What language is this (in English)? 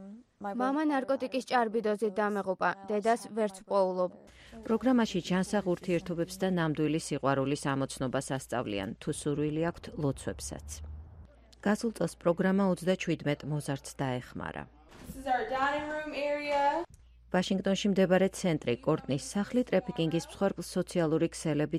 Georgian